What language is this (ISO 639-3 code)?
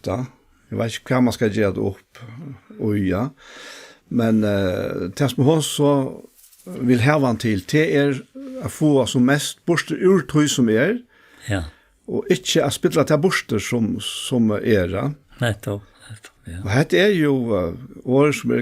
fao